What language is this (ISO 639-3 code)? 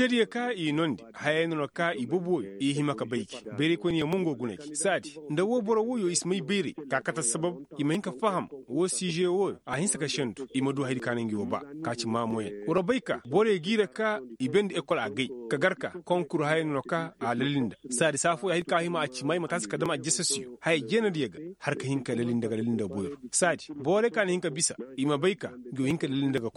ses